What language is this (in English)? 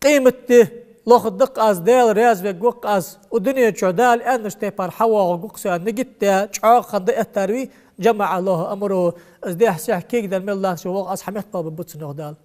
Ingush